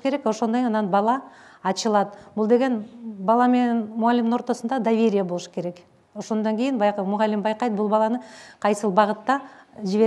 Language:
Kyrgyz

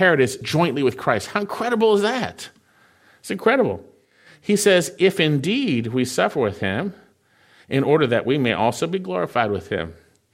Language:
English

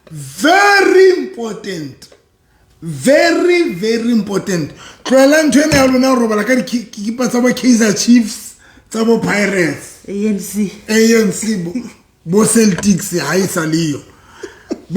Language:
Southern Sotho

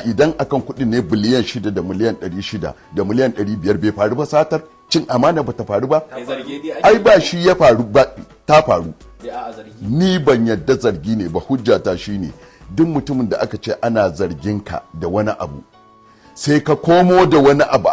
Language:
Hausa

